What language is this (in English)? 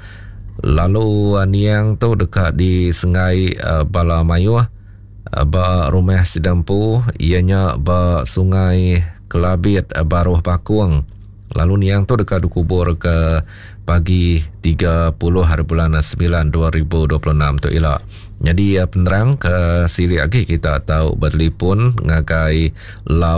Iban